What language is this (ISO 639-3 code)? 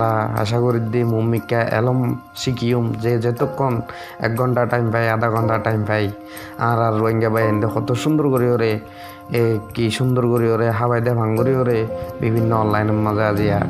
rhg